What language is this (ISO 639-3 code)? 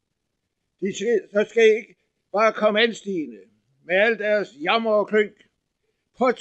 dan